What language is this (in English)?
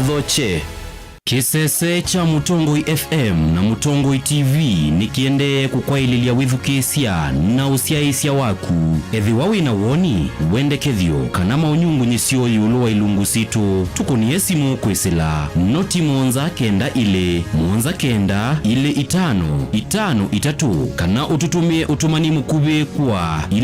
Kamba